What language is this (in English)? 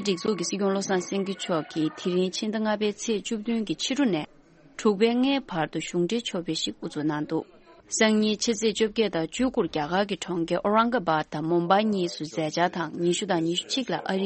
Tibetan